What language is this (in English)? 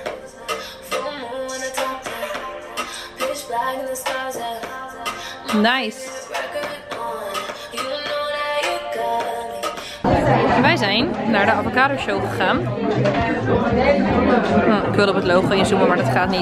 Dutch